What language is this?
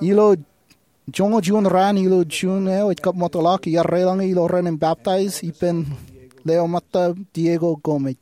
Marshallese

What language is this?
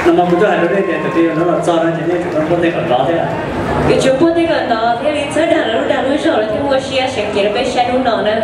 Hmong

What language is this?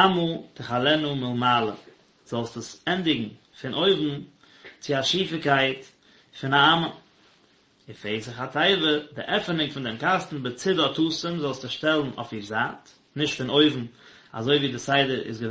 Yiddish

